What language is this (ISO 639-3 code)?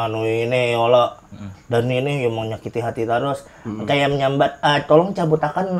bjn